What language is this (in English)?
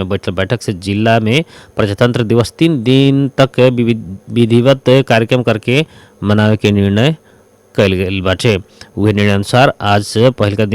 Bhojpuri